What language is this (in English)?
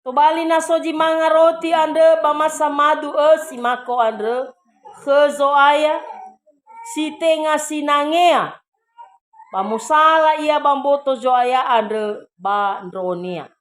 Nias